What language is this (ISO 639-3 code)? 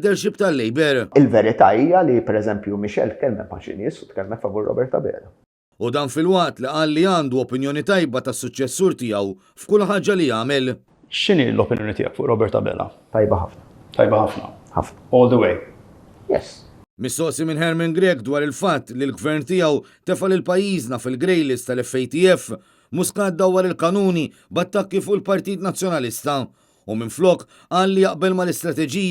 mlt